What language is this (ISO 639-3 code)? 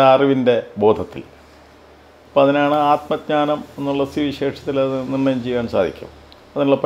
mal